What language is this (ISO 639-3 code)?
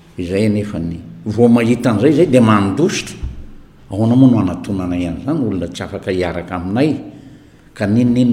mlg